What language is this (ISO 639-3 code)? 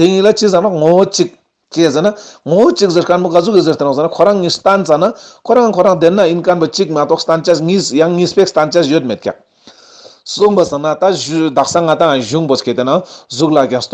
lbj